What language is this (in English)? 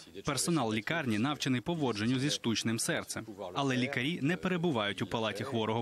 Ukrainian